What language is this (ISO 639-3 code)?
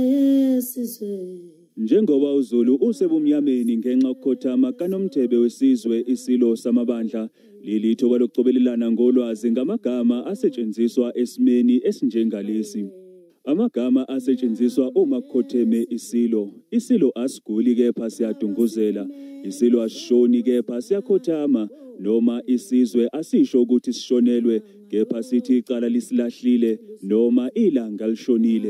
zul